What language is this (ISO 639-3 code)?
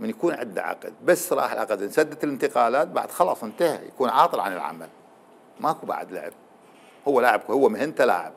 acm